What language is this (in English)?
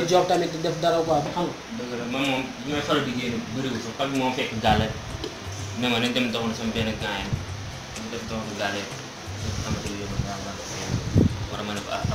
Wolof